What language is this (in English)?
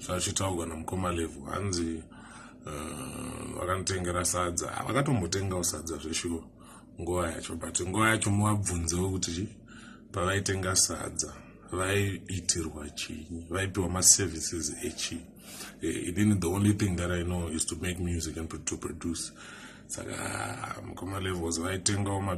Shona